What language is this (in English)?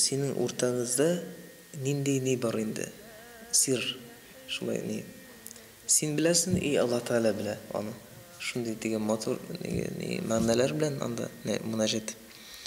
Tatar